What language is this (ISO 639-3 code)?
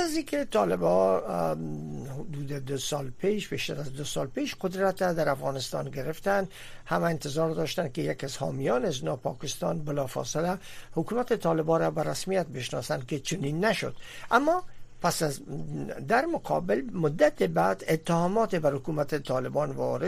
fas